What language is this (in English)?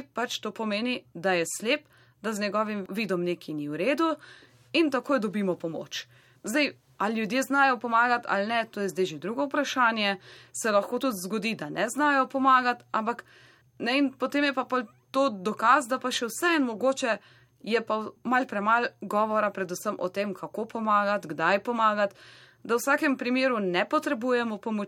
Slovenian